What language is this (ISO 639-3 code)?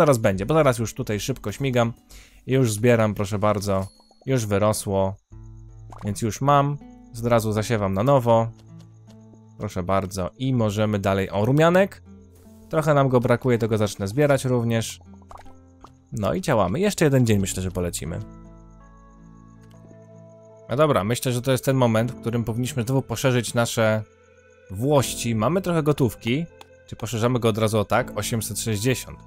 pol